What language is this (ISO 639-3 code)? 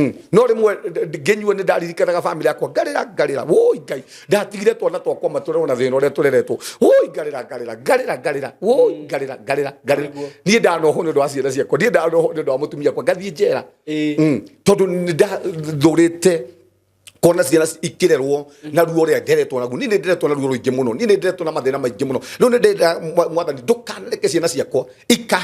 kik